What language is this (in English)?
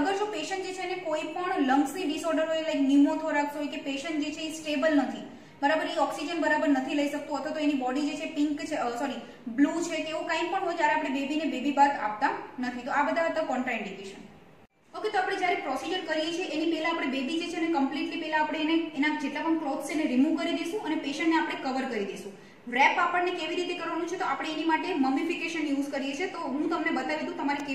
Gujarati